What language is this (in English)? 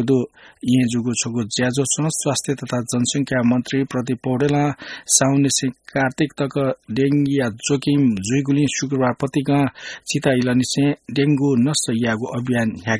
Newari